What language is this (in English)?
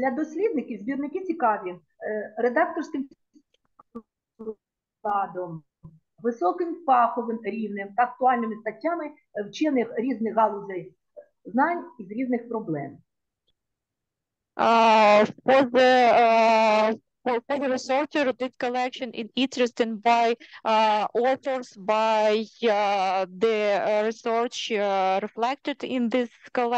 Ukrainian